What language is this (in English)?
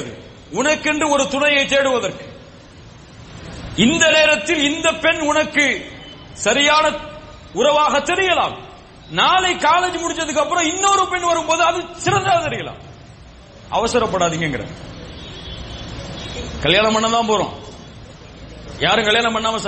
Tamil